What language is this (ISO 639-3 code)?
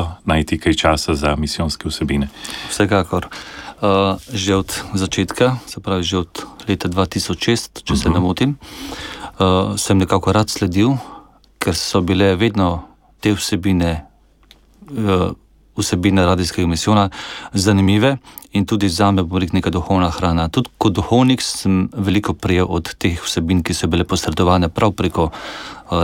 slv